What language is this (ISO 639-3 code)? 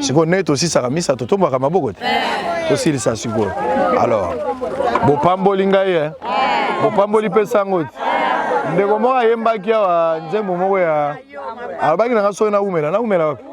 lin